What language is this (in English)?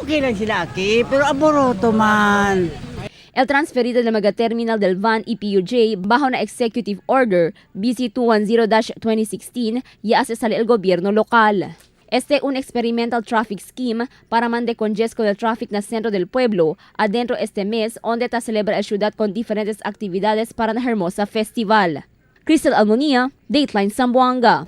Chavacano